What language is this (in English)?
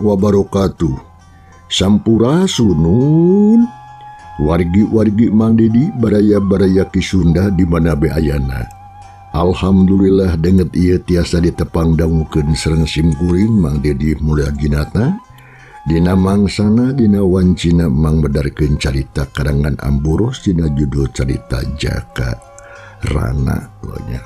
Sundanese